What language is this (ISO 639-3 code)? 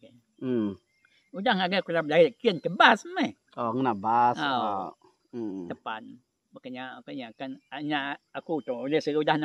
iba